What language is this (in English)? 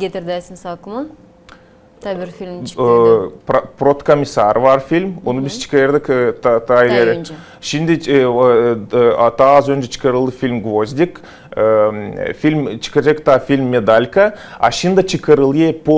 Gagauz